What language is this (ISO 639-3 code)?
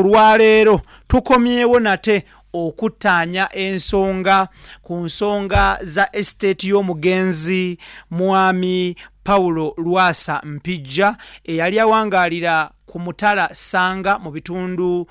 lug